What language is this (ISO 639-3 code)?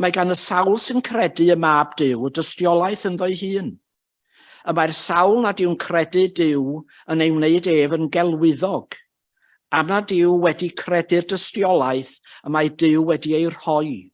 cym